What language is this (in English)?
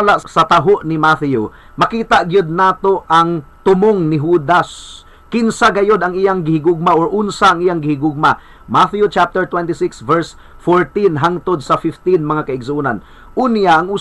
Cebuano